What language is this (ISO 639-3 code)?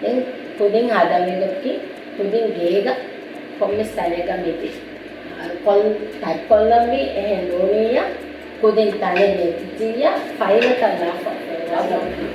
div